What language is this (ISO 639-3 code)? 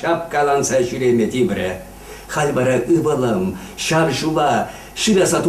chv